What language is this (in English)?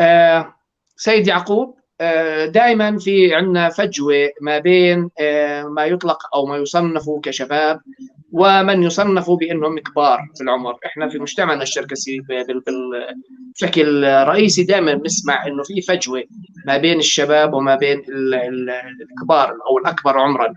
North Levantine Arabic